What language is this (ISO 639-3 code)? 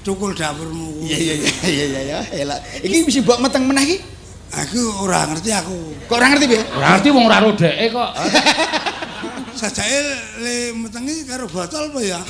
jav